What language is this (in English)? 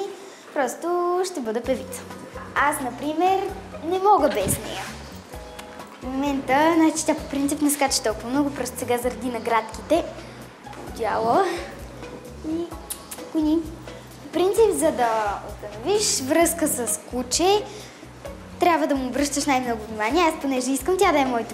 Bulgarian